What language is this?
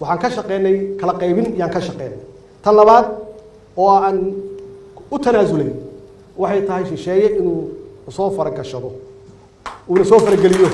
Somali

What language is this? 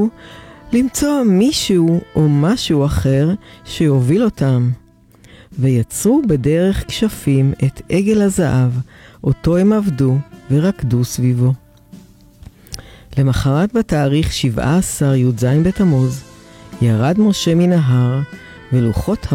Hebrew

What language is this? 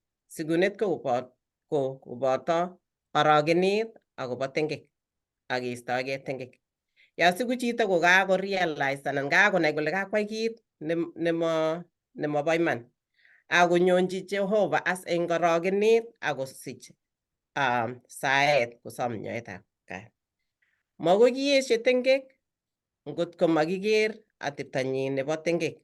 Kalenjin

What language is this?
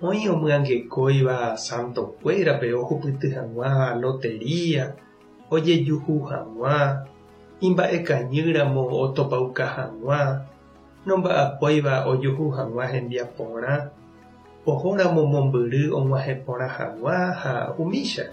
Guarani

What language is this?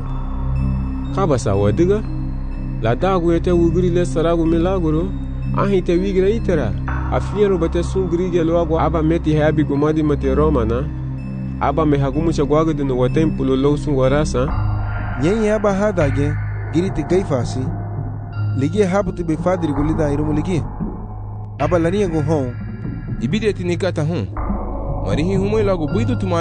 Garifuna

